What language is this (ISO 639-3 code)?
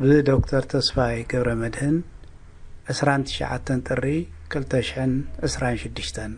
tir